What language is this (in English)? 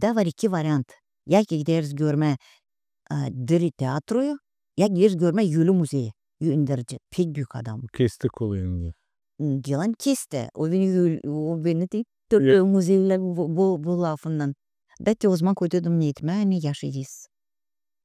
Gagauz